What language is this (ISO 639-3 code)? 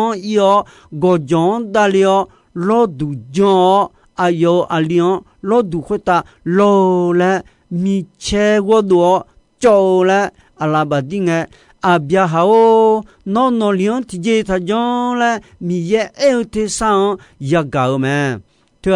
ahk